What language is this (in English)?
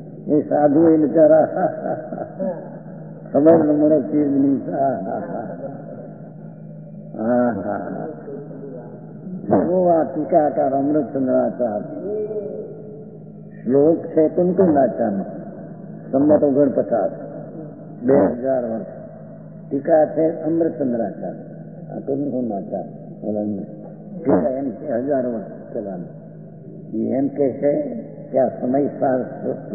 Gujarati